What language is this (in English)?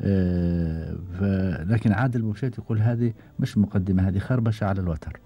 Gulf Arabic